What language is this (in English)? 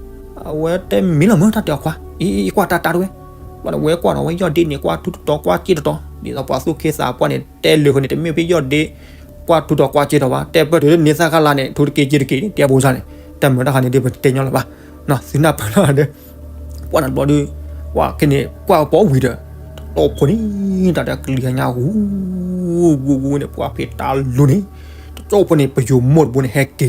S'gaw Karen